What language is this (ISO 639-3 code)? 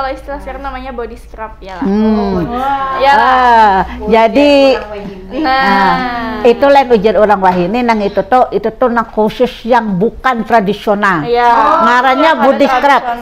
bjn